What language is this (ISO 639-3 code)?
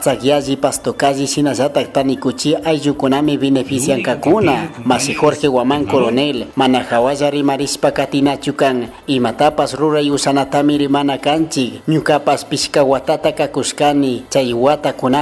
qug